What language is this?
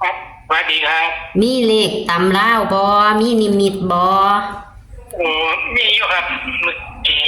Northeastern Thai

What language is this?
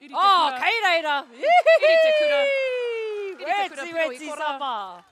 Māori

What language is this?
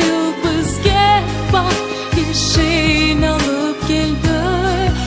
Crimean Tatar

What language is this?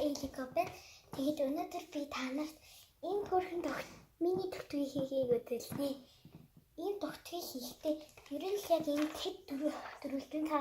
Mongolian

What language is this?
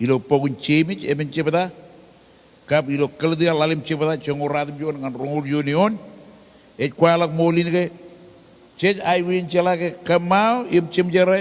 Marshallese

